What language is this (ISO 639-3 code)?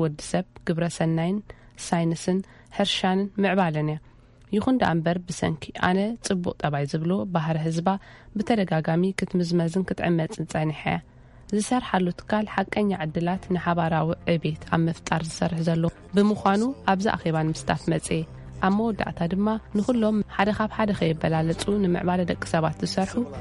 tir